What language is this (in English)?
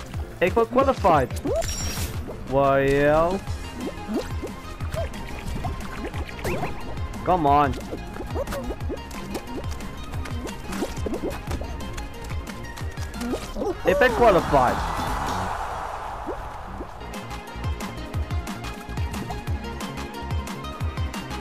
Dutch